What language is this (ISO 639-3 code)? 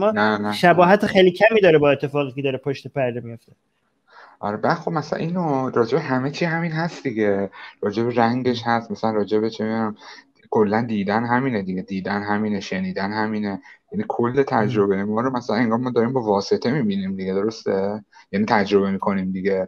fas